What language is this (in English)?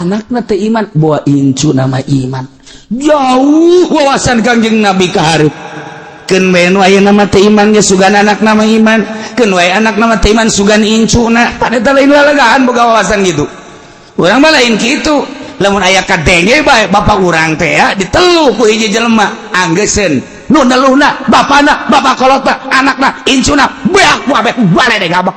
Sundanese